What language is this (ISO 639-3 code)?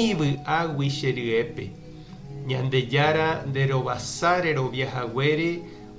grn